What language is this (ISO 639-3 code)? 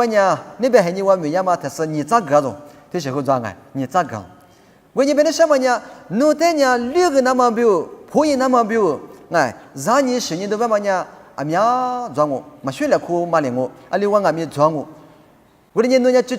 lis